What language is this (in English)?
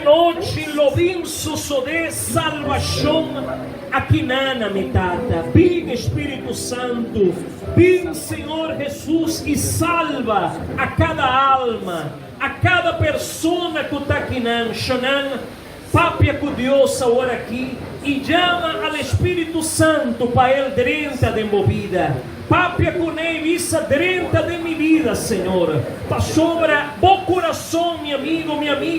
Papiamento